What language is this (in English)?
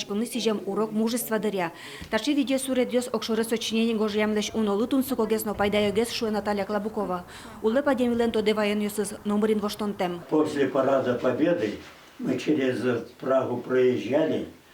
Udmurt